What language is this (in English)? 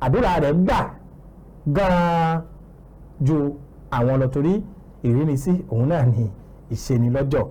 Yoruba